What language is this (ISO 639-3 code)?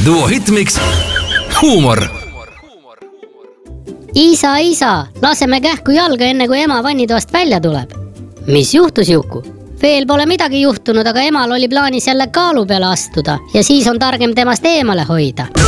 est